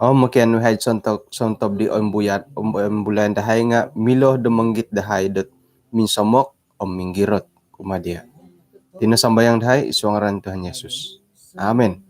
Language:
Central Dusun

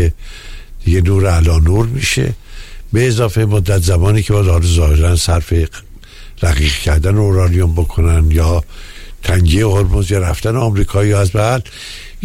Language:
Persian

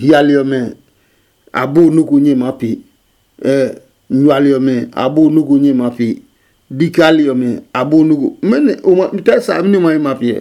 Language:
Adangme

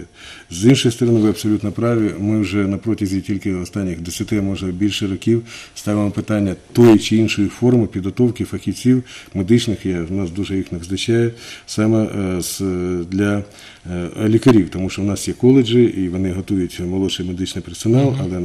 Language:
Ukrainian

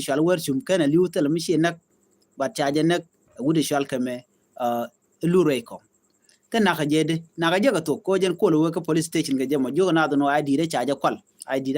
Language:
Nuer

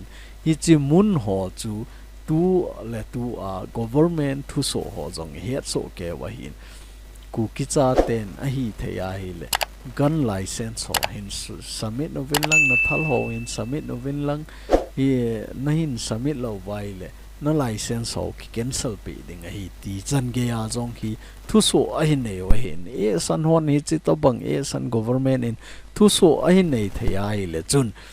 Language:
Thado Chin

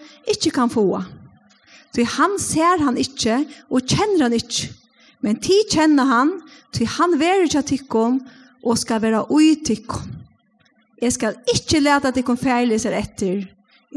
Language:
Faroese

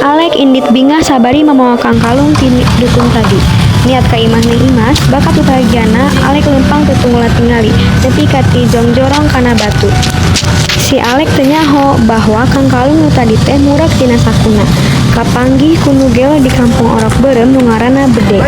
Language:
Sundanese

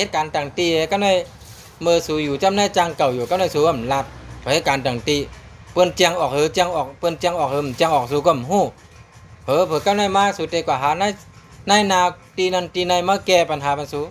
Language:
Shan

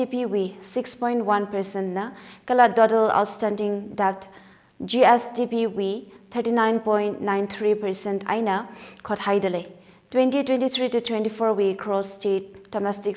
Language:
Tangkhul Naga (India)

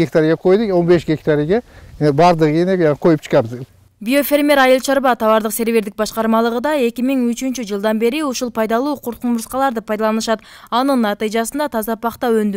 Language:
Kyrgyz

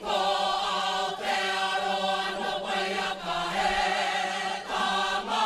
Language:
Māori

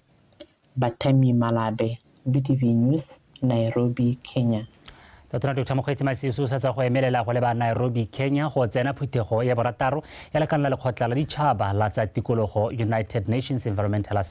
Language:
Tswana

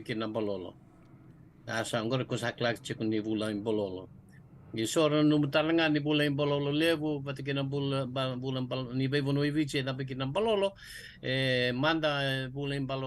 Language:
Fijian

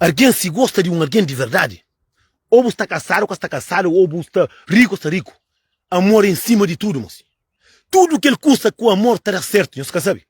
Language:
Kabuverdianu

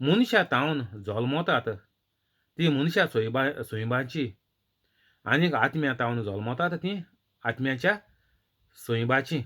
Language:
Konkani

